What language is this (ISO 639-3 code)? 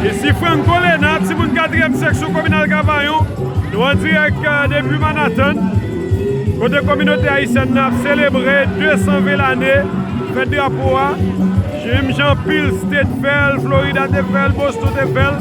hat